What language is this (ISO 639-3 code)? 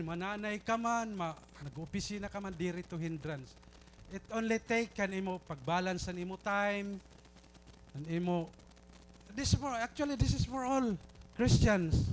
war